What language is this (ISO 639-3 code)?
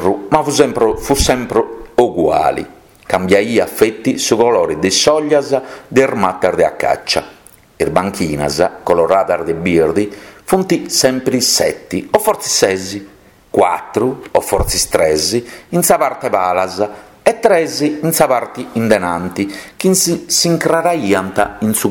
srd